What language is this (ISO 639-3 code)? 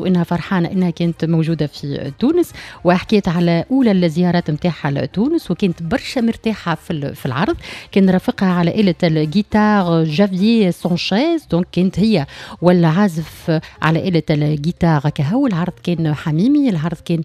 aeb